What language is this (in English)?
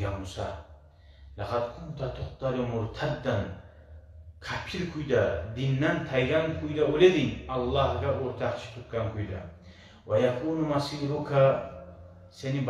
Kumyk